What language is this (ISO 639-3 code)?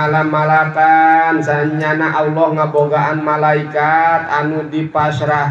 sun